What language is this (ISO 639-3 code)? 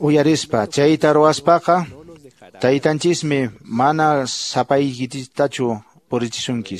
que